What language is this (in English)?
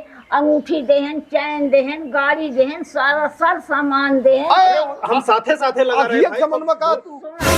Awadhi